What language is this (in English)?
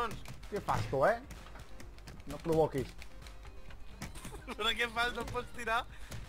Catalan